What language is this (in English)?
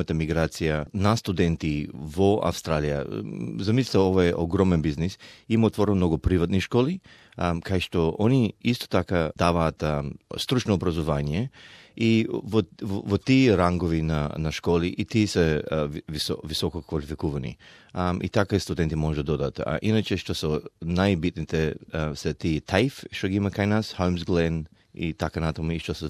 Macedonian